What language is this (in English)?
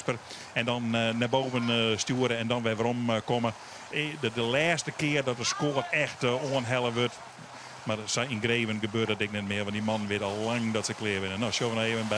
Western Frisian